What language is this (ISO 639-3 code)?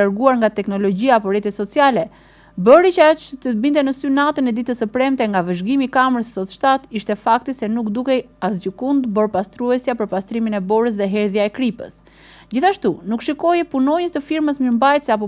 sqi